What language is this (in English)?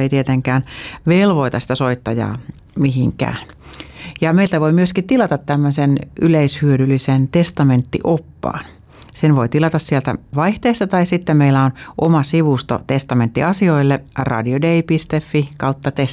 Finnish